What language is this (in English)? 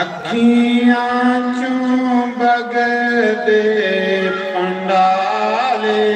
Dogri